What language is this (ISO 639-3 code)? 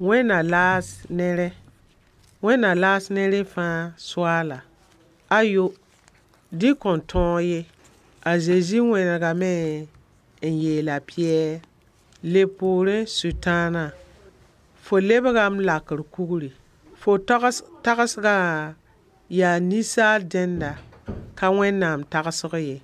mos